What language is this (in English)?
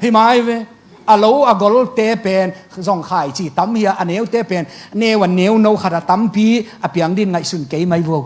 Tedim Chin